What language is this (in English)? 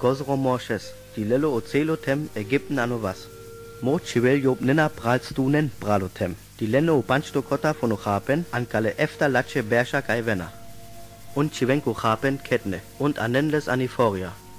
Sinte Romani